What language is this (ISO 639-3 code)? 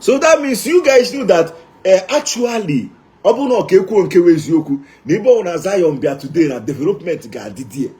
ibo